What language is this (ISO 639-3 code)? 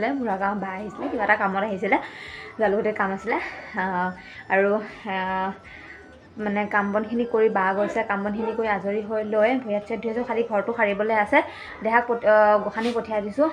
asm